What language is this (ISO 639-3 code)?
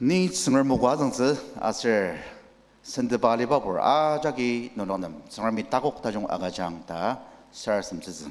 njo